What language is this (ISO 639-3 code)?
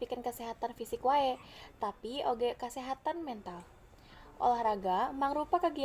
sun